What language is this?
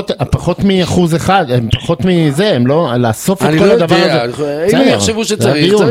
Hebrew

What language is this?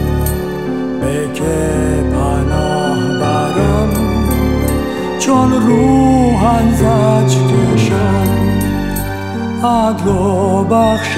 Persian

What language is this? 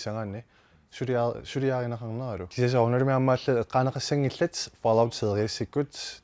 Kalaallisut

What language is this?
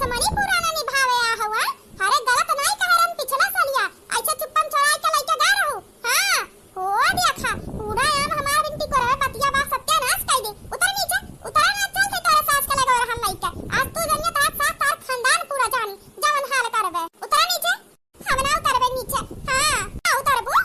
Awadhi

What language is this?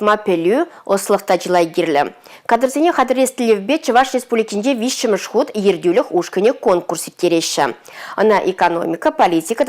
Chuvash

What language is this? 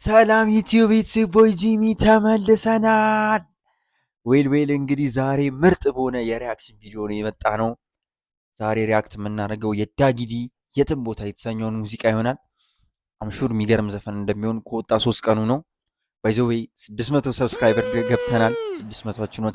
Amharic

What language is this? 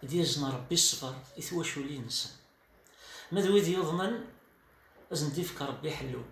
Kabyle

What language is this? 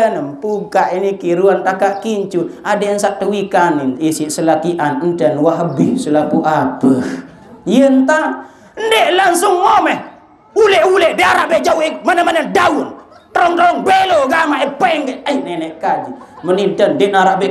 Sasak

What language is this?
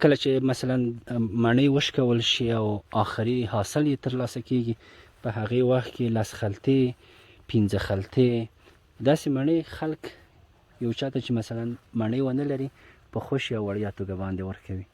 Pashto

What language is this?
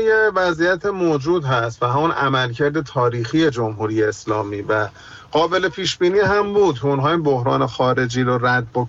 Persian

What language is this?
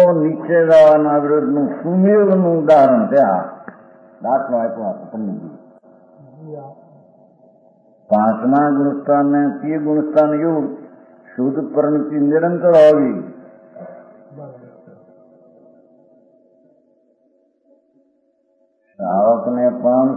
Gujarati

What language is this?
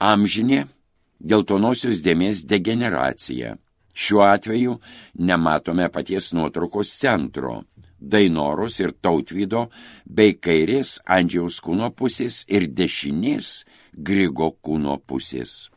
Lithuanian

